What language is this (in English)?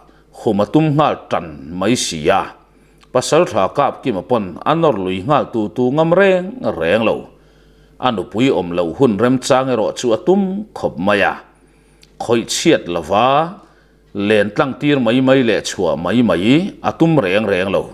Mizo